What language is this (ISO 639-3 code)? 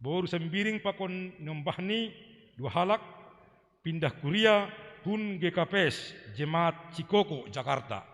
bts